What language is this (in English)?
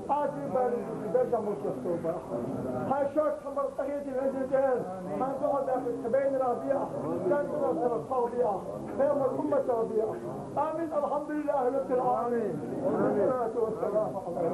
Chechen